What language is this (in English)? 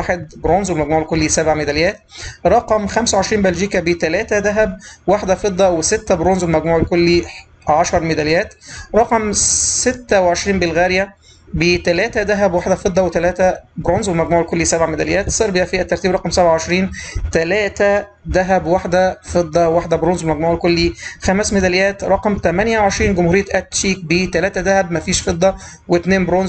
Egyptian Arabic